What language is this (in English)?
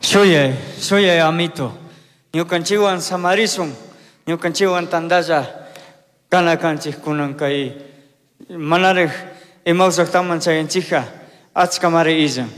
Chimborazo Highland Quichua